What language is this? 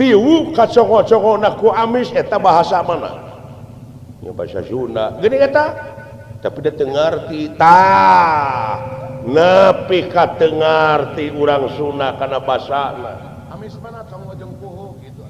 Sundanese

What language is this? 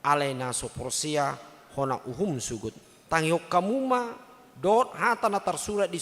Batak Toba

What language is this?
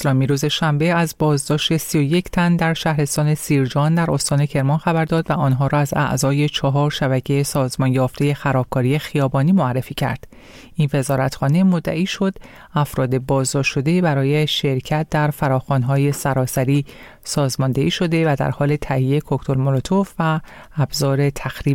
Persian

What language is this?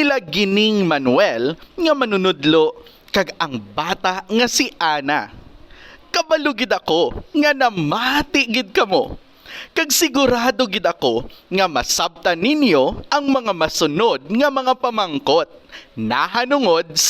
Hiligaynon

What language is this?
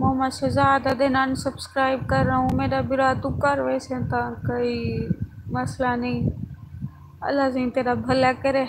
Saraiki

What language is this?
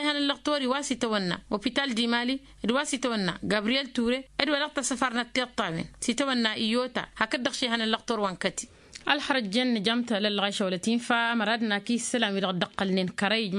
Tamasheq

